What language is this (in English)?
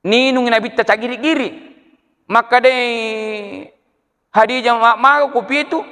Buginese